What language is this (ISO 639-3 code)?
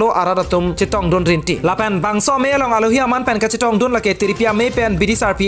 mjw